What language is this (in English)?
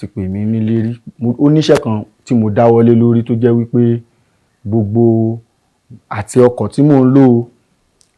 Yoruba